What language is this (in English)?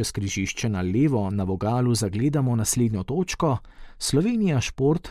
Slovenian